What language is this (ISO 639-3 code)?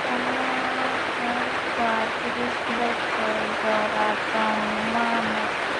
trp